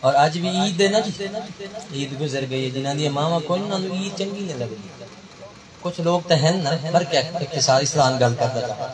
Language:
Saraiki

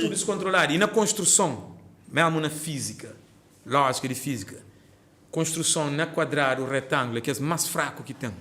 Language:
Kabuverdianu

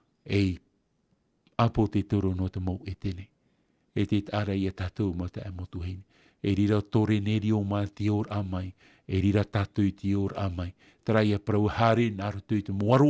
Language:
Tahitian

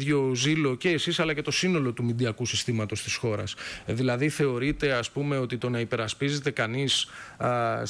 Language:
Greek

